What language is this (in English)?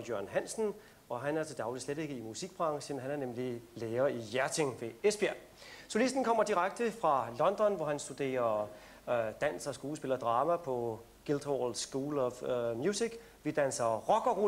Danish